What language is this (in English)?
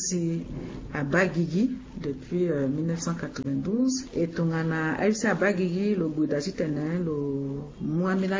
Sango